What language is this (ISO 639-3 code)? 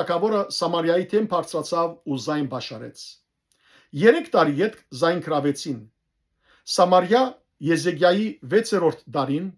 hyw